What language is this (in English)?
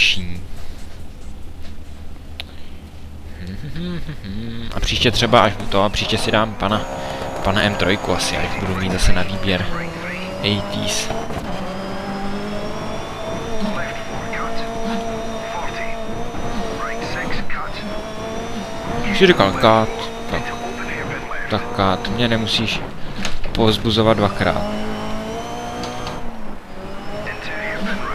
Czech